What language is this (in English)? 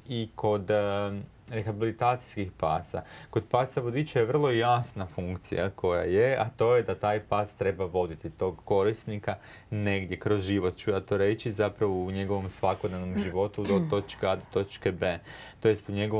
Croatian